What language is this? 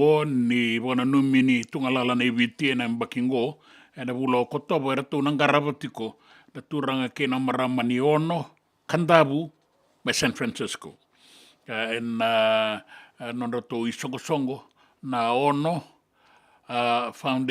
Fijian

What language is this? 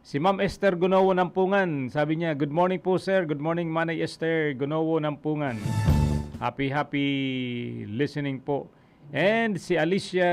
Bikol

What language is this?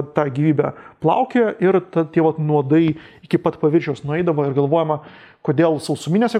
Lithuanian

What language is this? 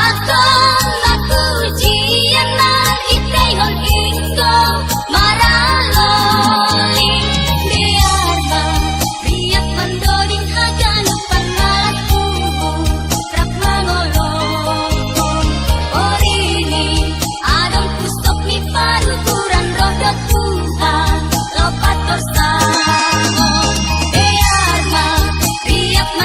Batak Simalungun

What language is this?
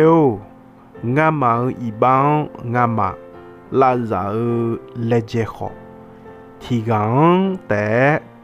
Akha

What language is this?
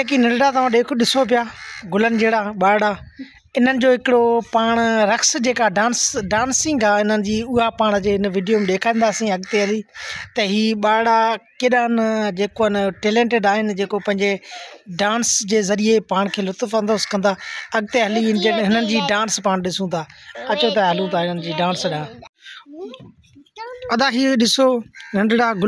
Sindhi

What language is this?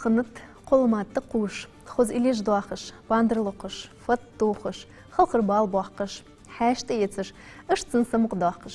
Ingush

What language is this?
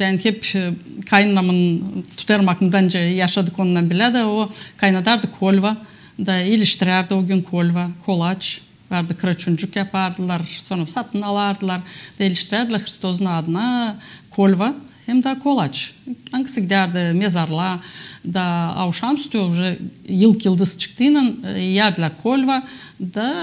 Gagauz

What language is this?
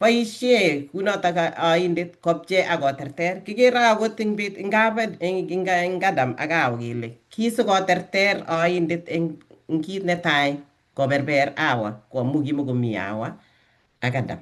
Kalenjin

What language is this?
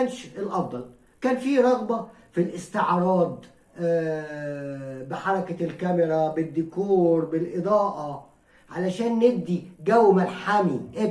Egyptian Arabic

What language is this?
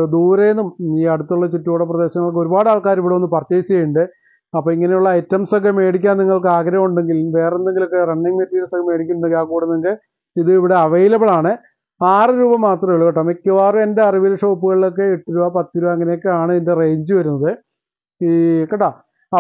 Malayalam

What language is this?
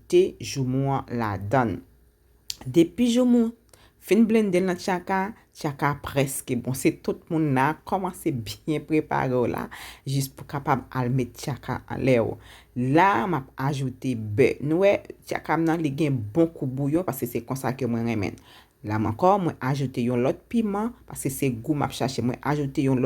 Haitian Creole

